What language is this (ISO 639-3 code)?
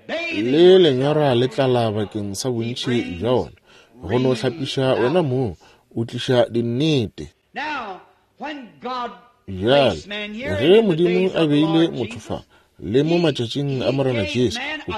nso